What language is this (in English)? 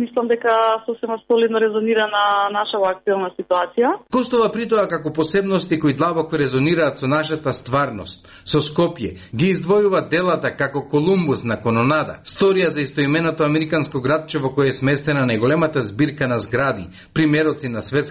Macedonian